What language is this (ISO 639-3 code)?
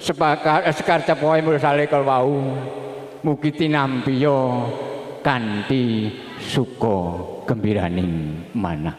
jav